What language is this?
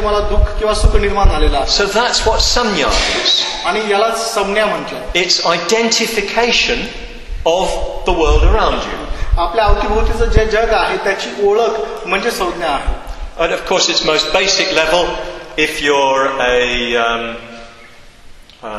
Marathi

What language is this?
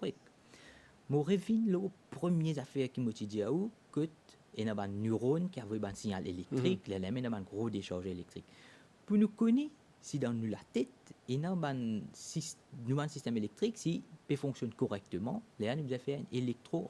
Morisyen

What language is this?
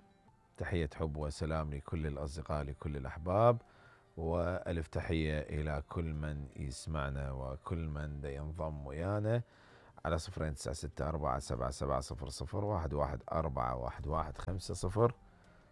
Mesopotamian Arabic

